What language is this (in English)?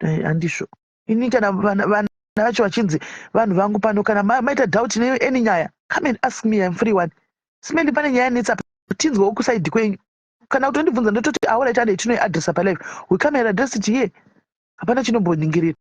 Shona